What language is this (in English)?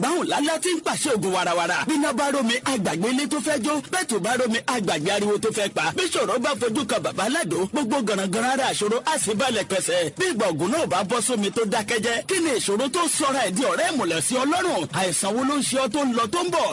Yoruba